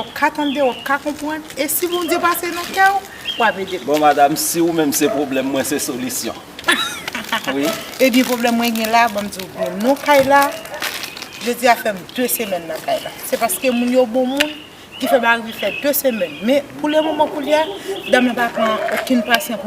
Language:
Haitian Creole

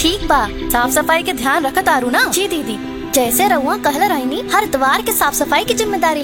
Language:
Bhojpuri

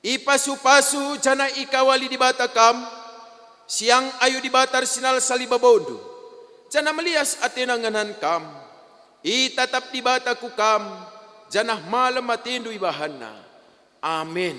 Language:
Batak Karo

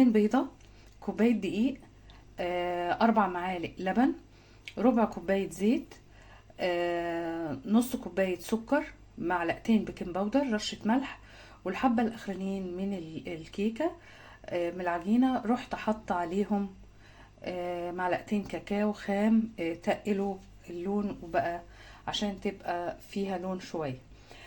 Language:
Egyptian Arabic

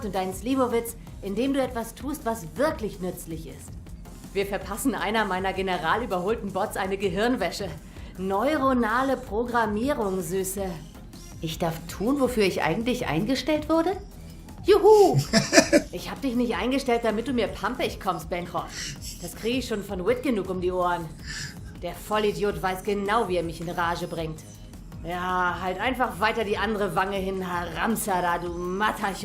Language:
Swiss German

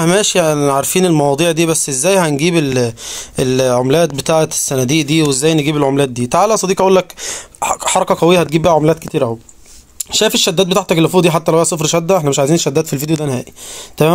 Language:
Egyptian Arabic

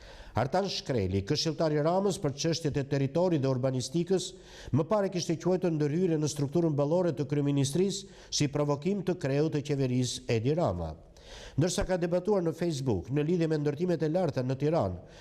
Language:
Albanian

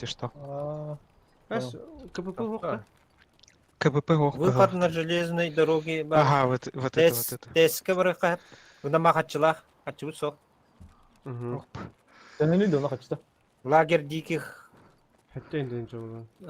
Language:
Yakut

